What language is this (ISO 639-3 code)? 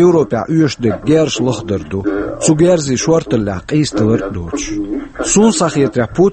che